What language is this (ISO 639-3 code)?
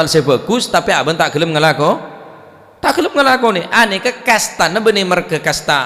mad